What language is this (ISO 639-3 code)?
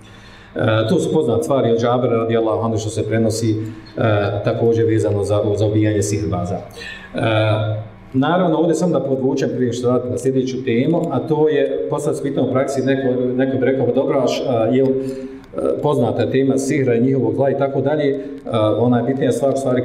bos